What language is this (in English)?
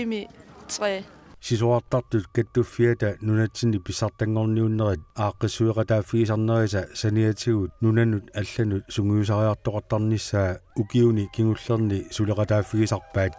Kalaallisut